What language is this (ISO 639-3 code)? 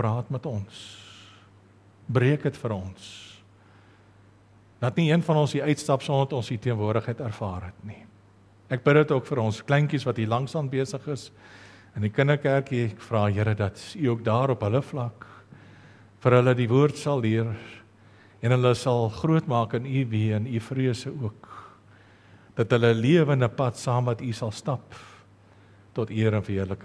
afr